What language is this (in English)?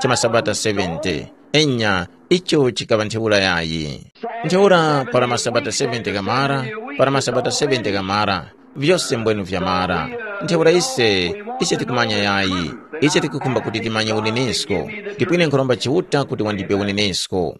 Tumbuka